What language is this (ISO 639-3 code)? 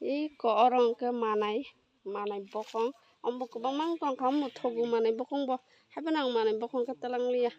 trp